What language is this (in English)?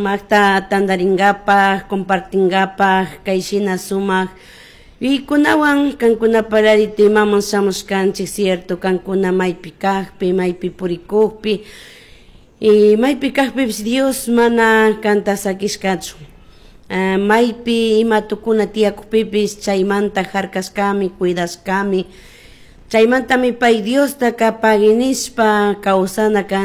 Chimborazo Highland Quichua